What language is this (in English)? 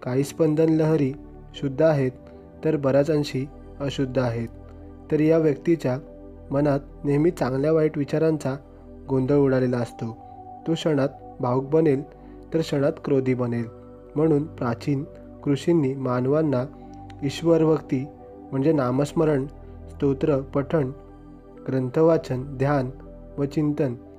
Marathi